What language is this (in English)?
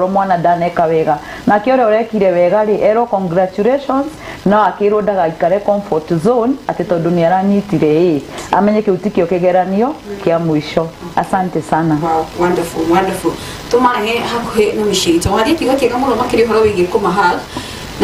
Kikuyu